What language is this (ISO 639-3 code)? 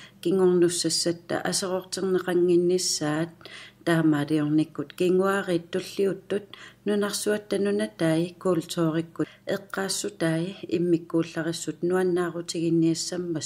kal